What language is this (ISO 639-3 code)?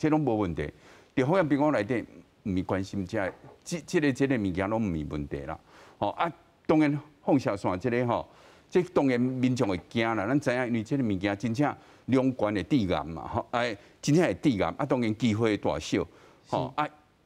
nan